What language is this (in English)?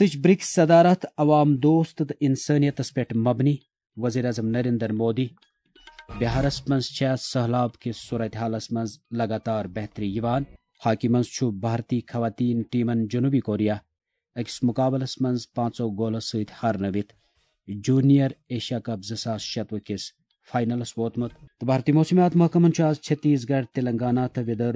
Kashmiri